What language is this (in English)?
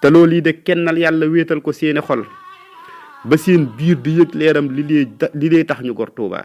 Wolof